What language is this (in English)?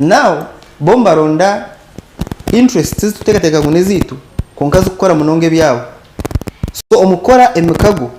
Nyankole